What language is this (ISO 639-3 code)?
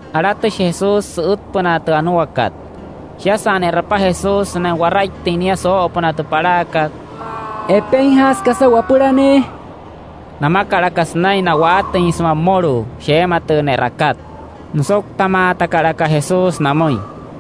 guc